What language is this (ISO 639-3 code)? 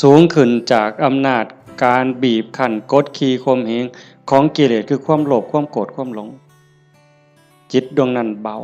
lao